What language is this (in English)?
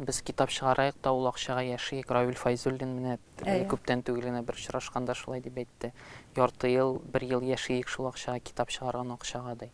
Tatar